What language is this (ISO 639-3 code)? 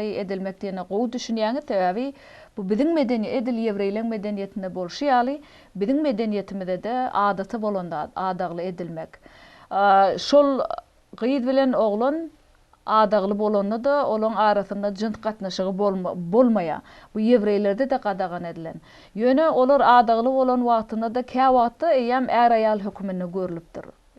tuk